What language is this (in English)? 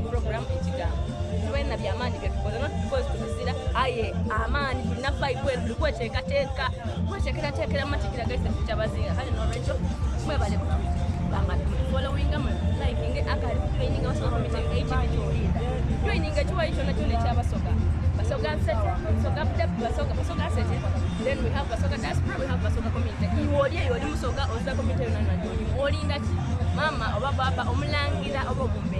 Soga